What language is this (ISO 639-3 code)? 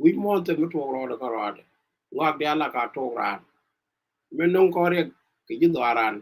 nus